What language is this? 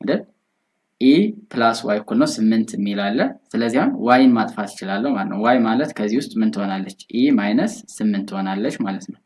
Amharic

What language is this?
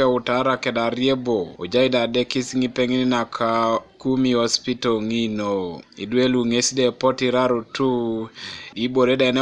Teso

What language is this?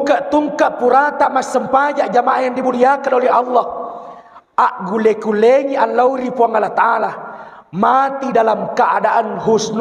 Buginese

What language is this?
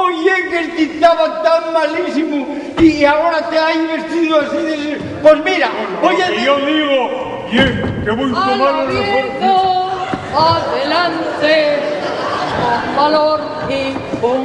Asturian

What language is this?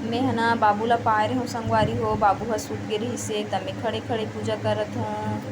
Chhattisgarhi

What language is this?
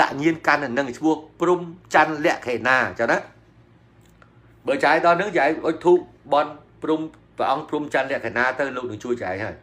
Khmer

